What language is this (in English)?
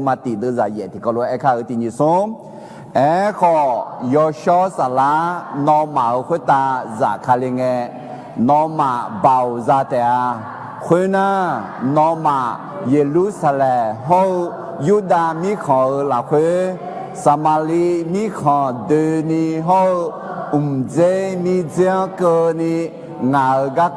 Akha